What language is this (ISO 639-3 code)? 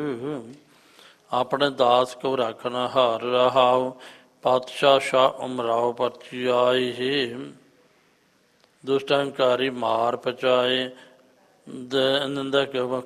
pan